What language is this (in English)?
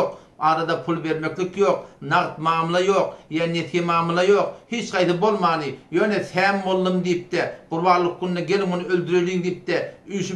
Turkmen